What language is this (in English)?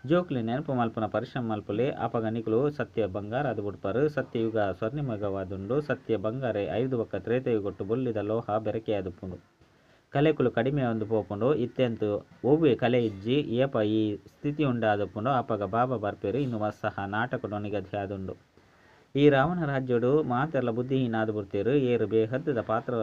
Tulu